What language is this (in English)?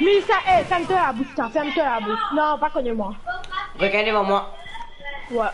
Morisyen